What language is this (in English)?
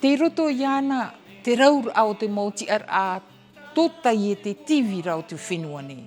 Tahitian